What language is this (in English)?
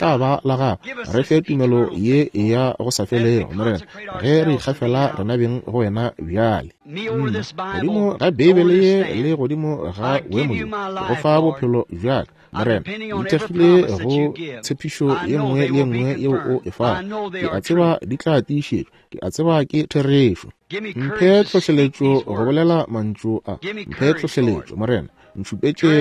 Northern Sotho